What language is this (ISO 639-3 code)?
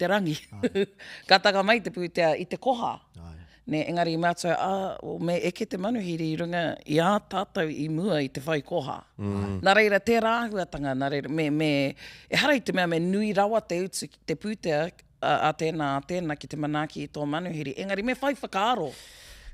mri